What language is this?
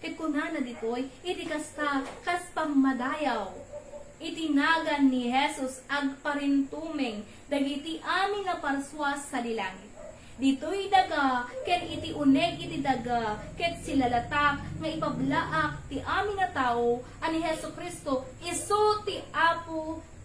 Iloko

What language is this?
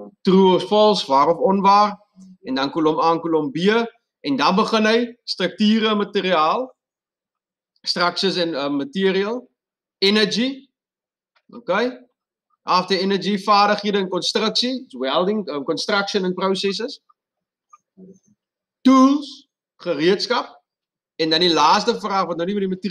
Afrikaans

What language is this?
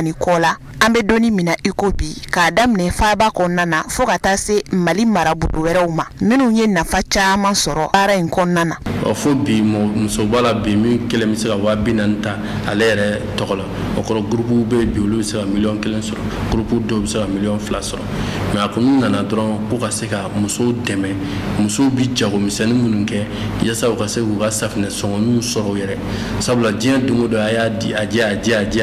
Bambara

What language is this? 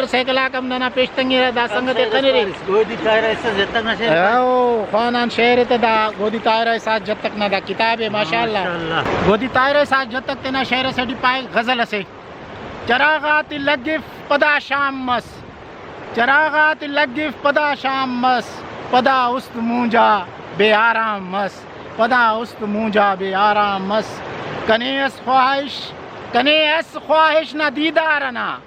Brahui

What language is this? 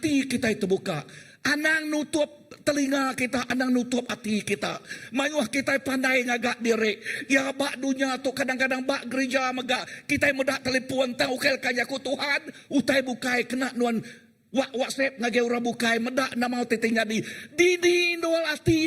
Iban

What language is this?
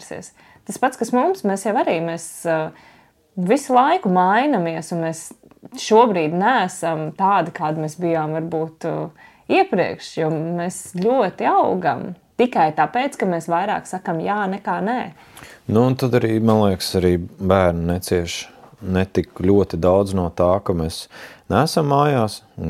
Latvian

